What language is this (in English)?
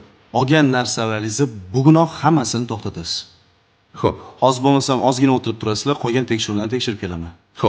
Uzbek